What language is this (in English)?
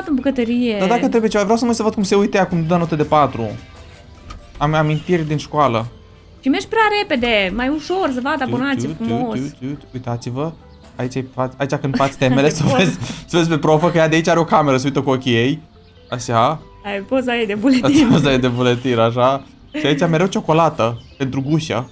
Romanian